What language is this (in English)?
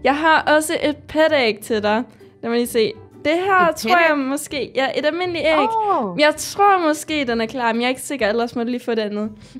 Danish